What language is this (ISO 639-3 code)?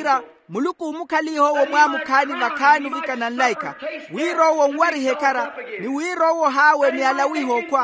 vmw